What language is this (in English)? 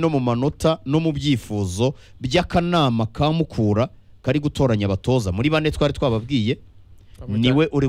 Kinyarwanda